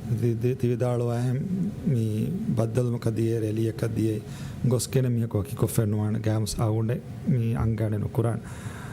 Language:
Divehi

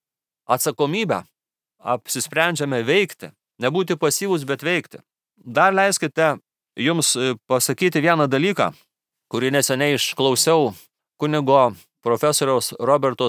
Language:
Lithuanian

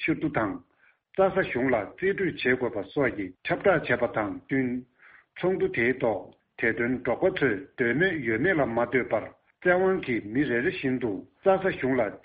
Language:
Tibetan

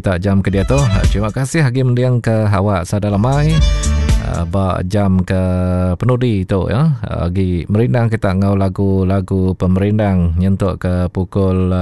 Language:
Iban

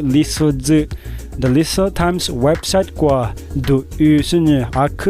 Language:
Lisu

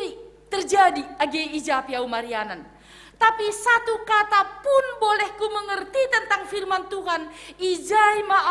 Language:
Batak Simalungun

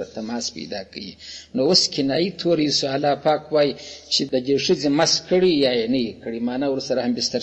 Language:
Pashto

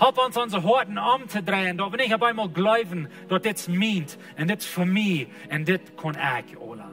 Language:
Plautdietsch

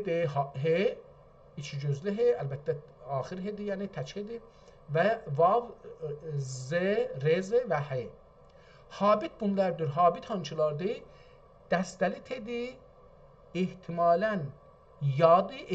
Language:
South Azerbaijani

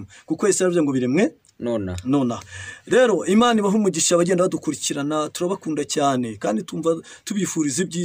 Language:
Kinyarwanda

